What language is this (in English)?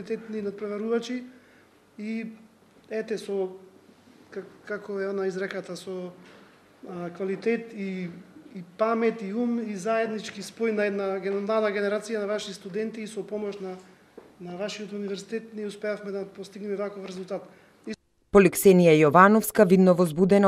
Macedonian